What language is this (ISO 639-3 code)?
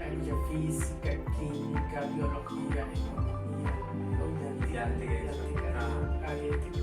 tzo